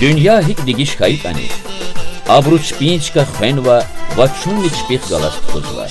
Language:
Lezghian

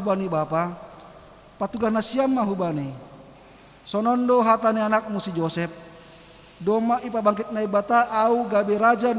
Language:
Batak Simalungun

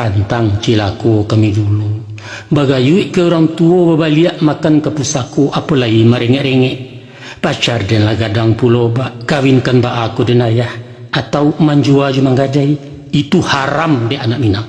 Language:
Minangkabau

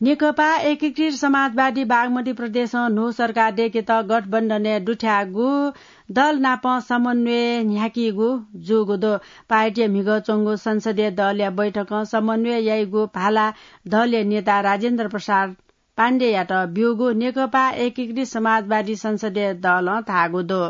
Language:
Newari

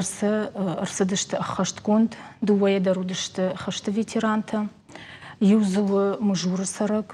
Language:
Ossetic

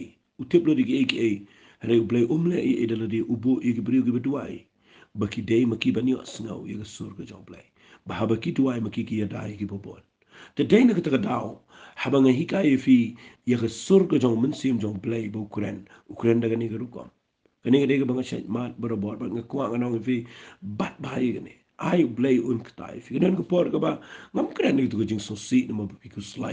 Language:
Khasi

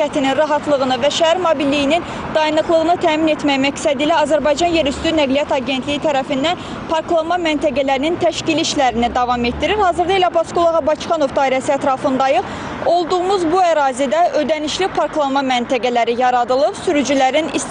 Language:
Azerbaijani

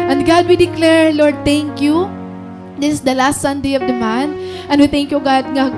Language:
Waray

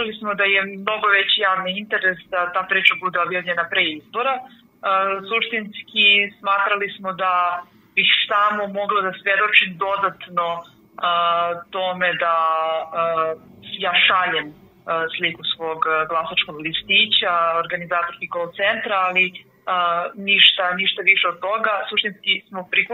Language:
Serbian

